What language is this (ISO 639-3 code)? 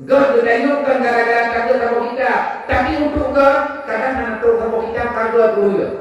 ace